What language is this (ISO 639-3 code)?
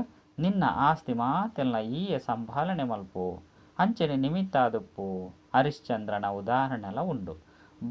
tcy